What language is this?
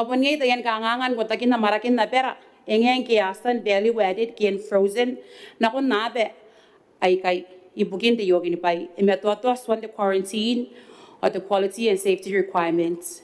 Gilbertese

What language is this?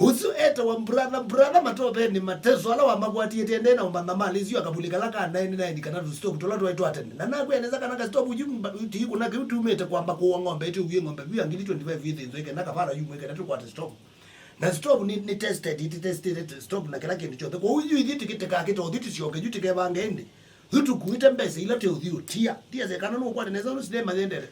Kamba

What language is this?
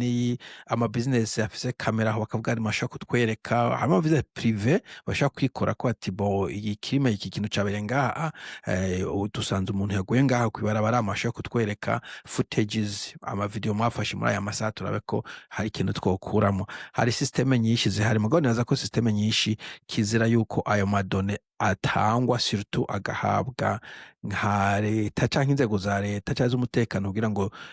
Rundi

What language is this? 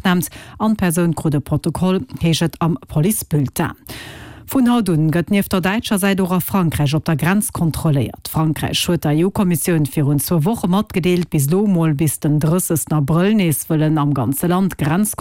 Luxembourgish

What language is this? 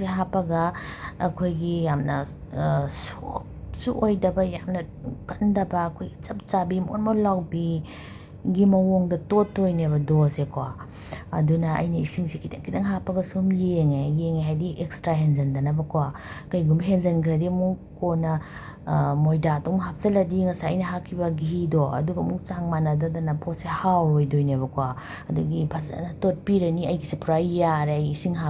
Manipuri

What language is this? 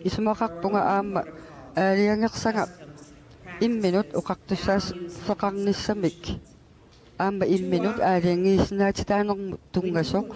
Kalaallisut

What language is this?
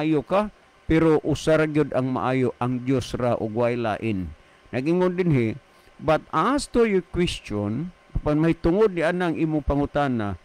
Cebuano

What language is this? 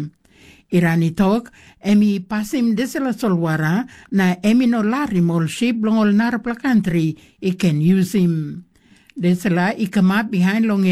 Tok Pisin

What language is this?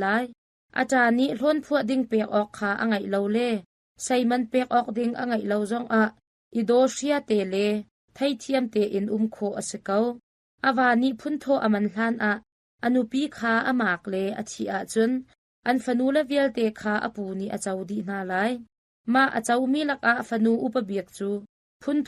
Hakha Chin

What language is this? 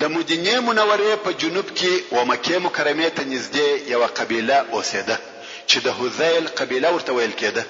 Pashto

